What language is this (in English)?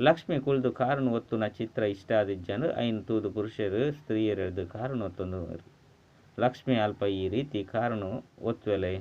Tulu